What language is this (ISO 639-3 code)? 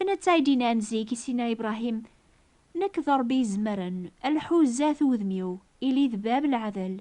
kab